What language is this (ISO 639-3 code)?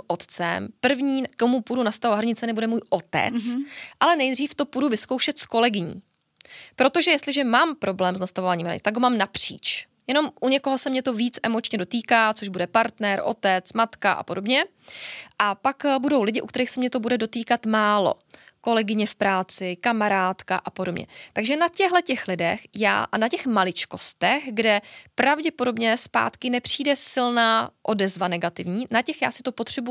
ces